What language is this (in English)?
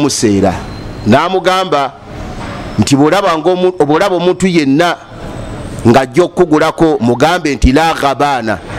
Ganda